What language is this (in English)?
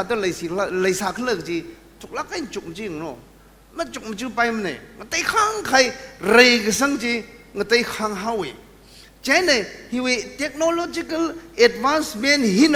Tangkhul Naga (India)